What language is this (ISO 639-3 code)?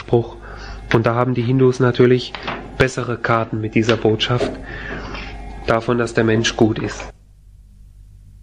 deu